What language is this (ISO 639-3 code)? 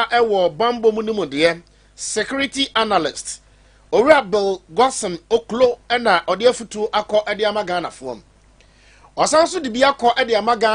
aka